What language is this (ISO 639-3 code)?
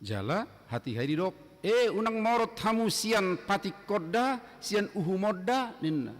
bbc